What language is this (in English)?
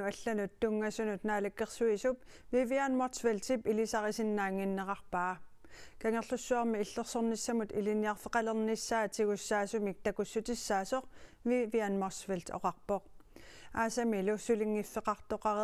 Kalaallisut